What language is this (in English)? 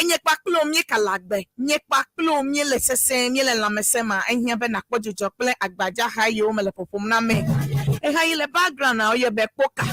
Ewe